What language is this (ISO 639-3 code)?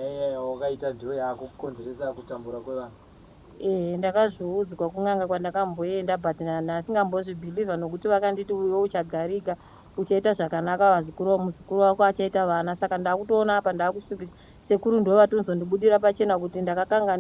sna